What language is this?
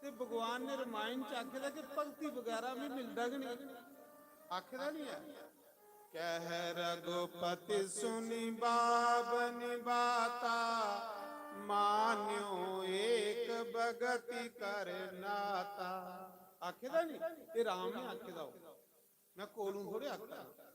Dogri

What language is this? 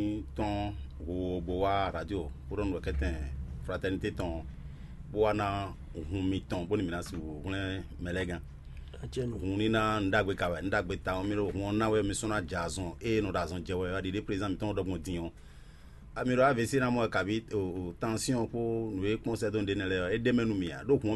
Fon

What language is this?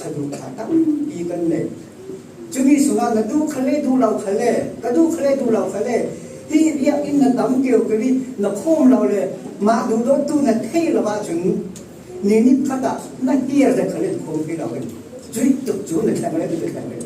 Falam Chin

